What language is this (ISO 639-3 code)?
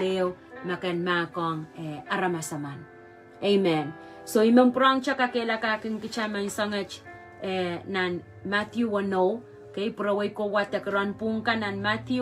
pon